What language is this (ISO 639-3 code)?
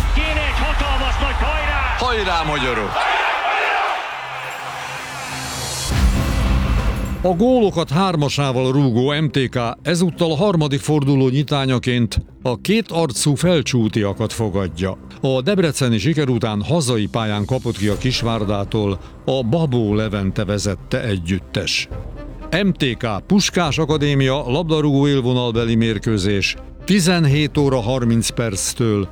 hun